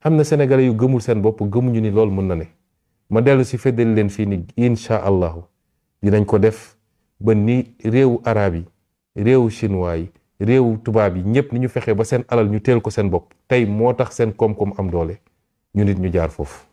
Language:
Wolof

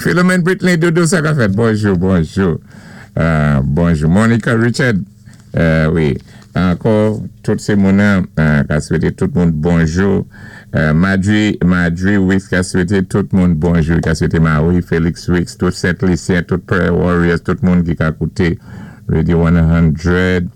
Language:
Saint Lucian Creole French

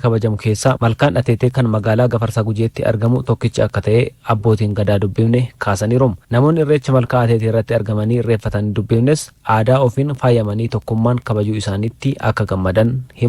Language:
Oromo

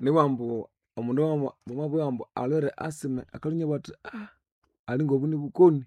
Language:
Nande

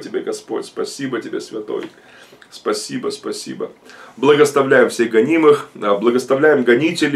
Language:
Russian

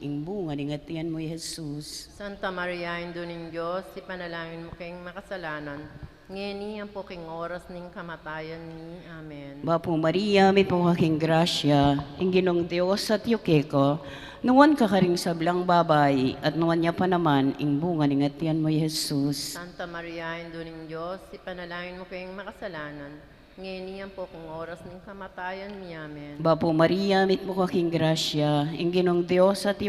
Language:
Pampanga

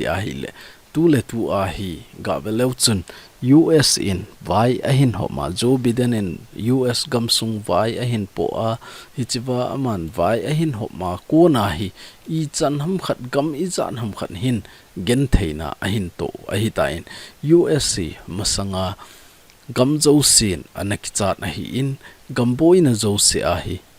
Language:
Thado Chin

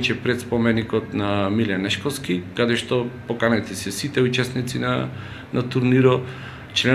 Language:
Macedonian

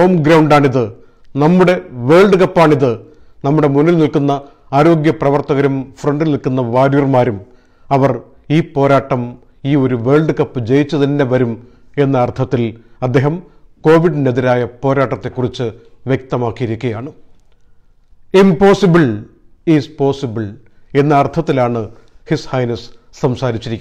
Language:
Malayalam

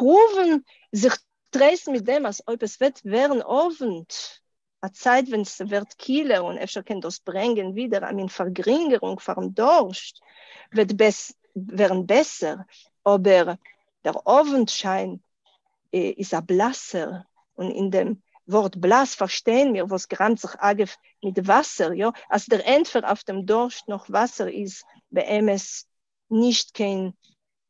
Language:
Yiddish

